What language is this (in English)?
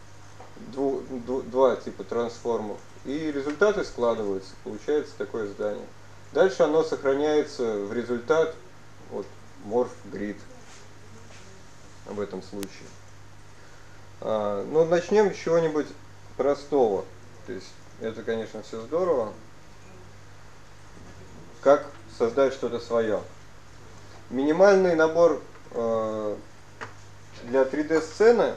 Russian